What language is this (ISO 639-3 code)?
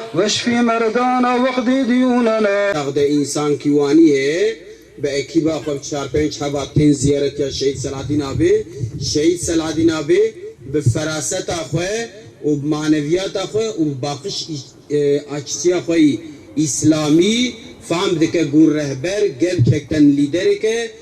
kur